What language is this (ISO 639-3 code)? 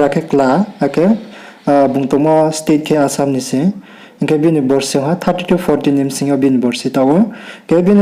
ria